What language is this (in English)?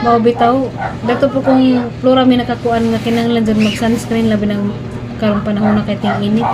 Cebuano